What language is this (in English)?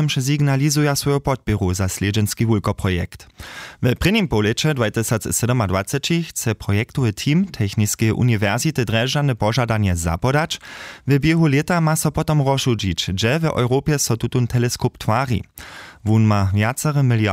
Upper Sorbian